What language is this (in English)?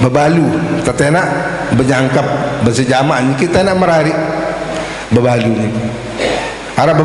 Sasak